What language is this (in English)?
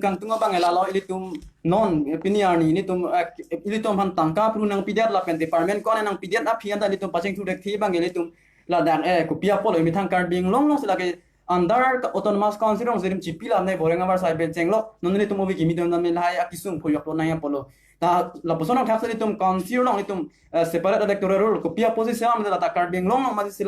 Karbi